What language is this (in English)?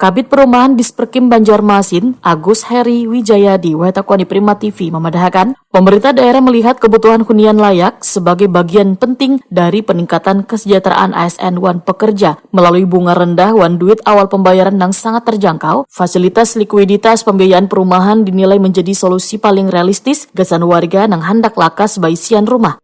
Banjar